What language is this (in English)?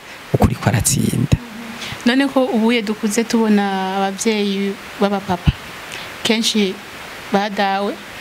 Rundi